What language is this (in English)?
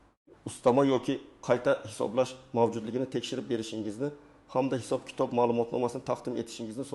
Uzbek